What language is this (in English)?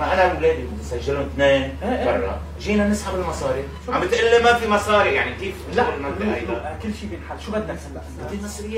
North Levantine Arabic